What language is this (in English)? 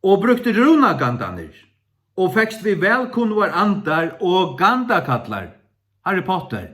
Faroese